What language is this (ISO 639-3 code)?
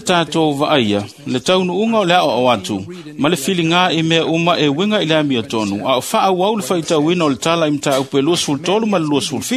smo